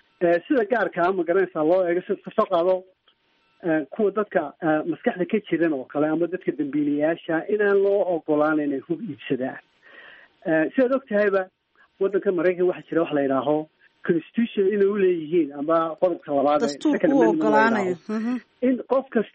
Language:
Somali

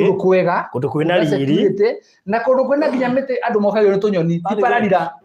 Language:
Kikuyu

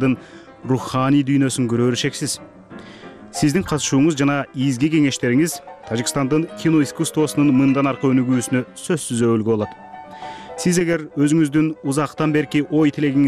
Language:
Kyrgyz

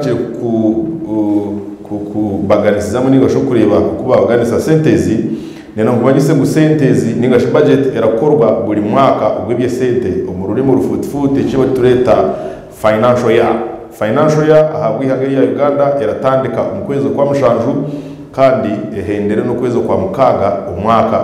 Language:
Nyankole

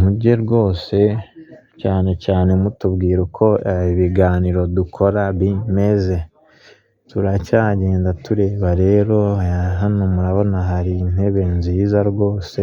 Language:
Kinyarwanda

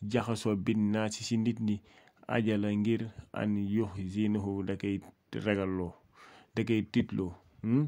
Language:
Wolof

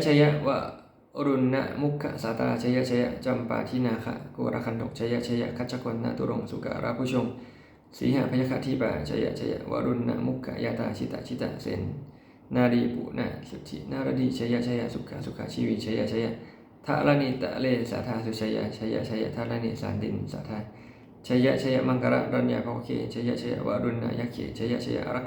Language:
Pali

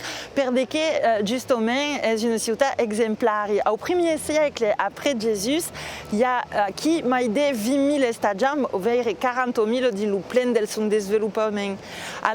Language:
Occitan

